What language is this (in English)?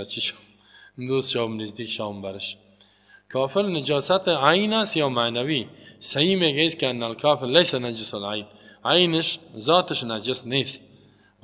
Tajik